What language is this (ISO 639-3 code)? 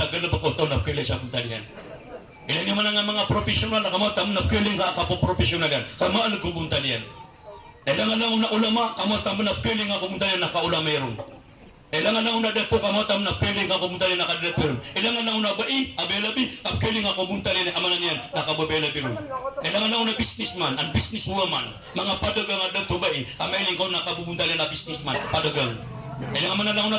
mrw